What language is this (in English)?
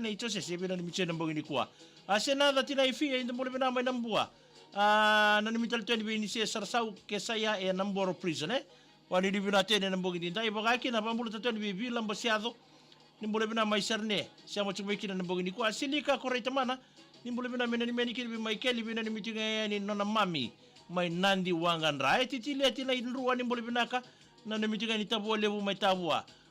Fijian